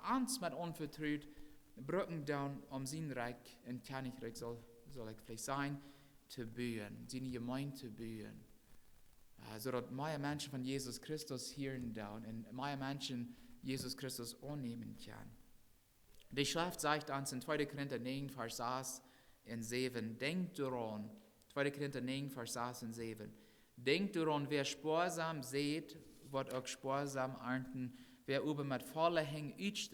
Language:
Plautdietsch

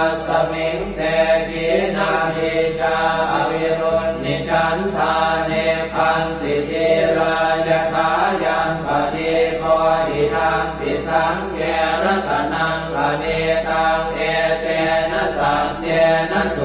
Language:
Pali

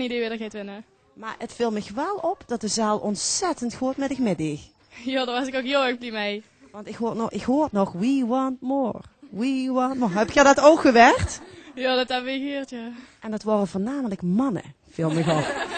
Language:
Limburgish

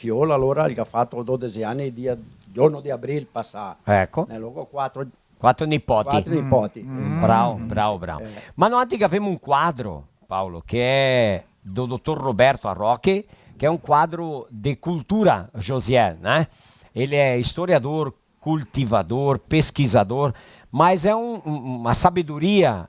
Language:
Venetian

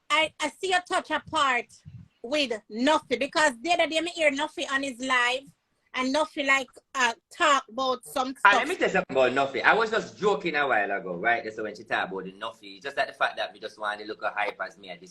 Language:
Jamaican Creole English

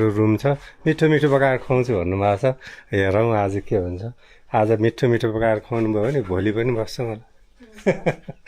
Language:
Nepali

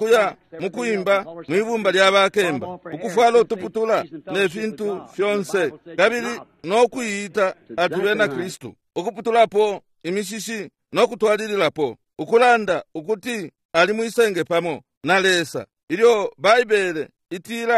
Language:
Bemba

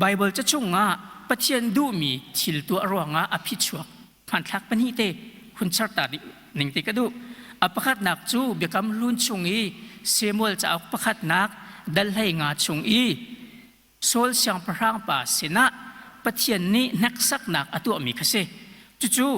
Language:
Hakha Chin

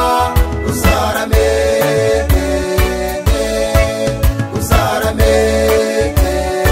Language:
Kinyarwanda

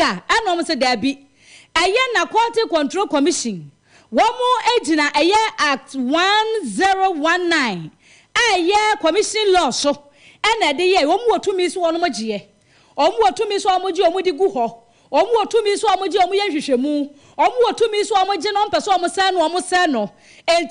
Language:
Akan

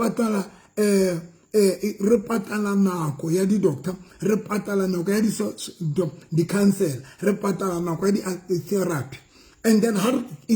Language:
Southern Sotho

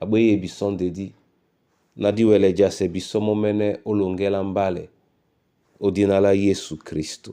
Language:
Duala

